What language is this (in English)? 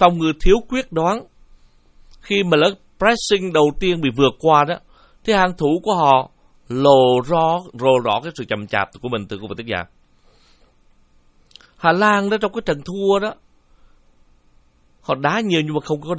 Vietnamese